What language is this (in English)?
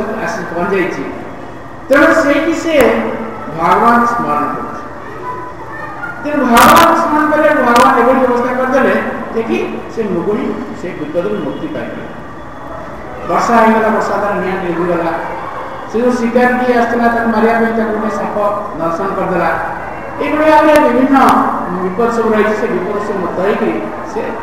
Odia